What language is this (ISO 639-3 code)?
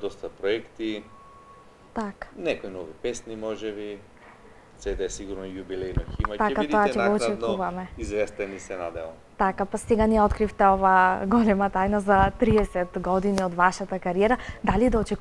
mkd